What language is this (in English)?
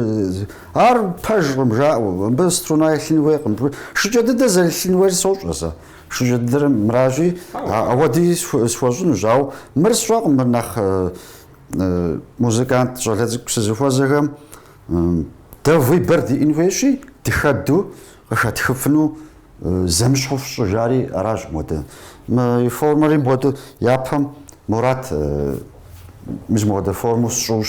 Kabardian